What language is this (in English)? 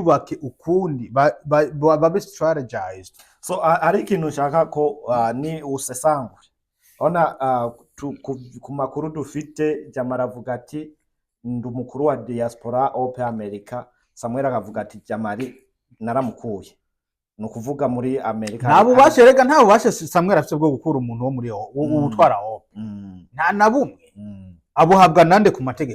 Rundi